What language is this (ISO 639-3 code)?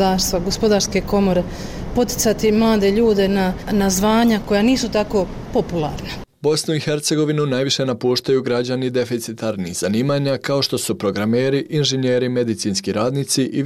bos